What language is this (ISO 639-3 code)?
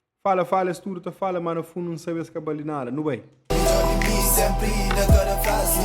kea